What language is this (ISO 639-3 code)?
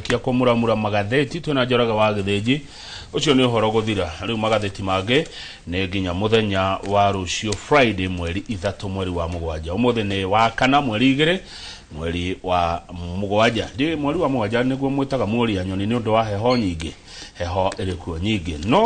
kik